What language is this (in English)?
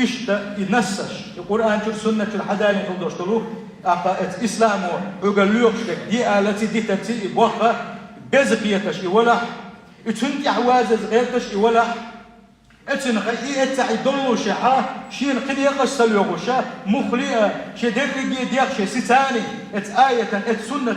Chechen